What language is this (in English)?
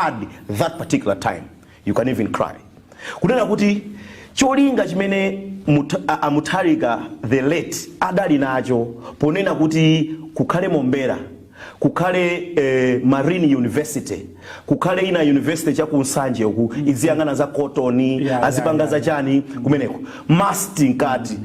Nyanja